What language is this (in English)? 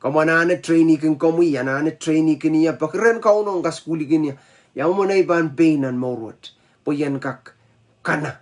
Pohnpeian